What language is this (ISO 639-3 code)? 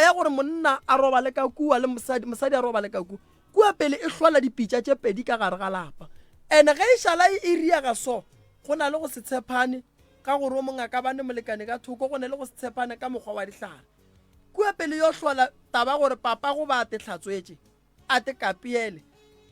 nso